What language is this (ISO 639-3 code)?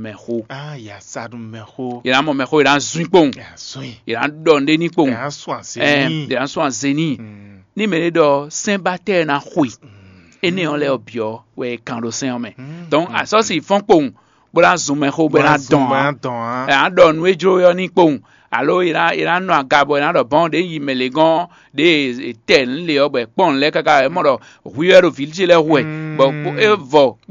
fon